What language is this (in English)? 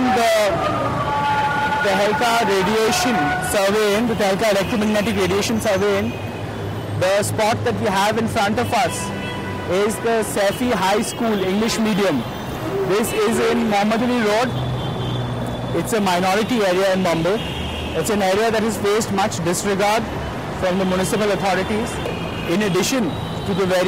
English